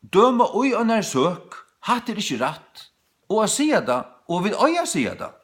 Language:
Faroese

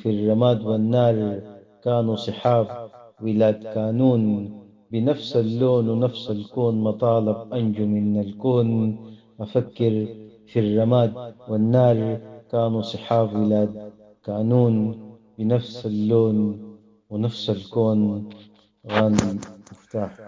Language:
Sudanese Arabic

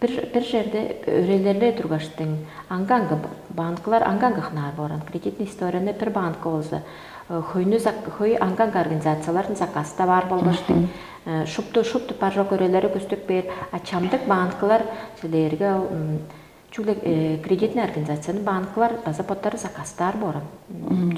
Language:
Tuvinian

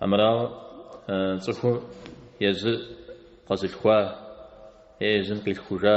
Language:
Kabardian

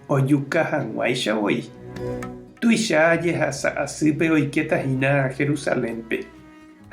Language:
Guarani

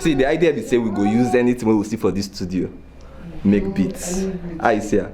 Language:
Nigerian Pidgin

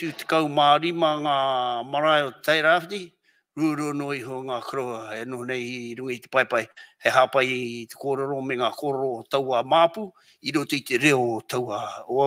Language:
Māori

